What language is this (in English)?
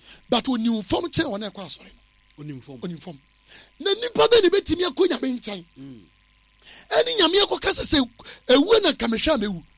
Akan